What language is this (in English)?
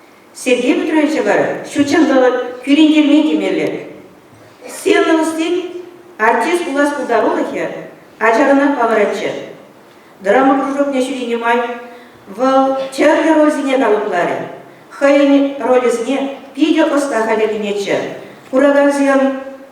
Chuvash